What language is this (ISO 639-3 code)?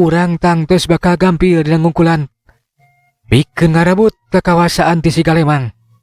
sun